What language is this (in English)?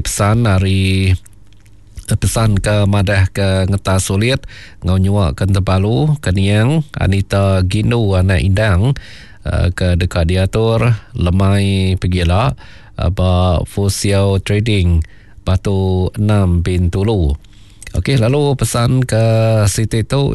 Iban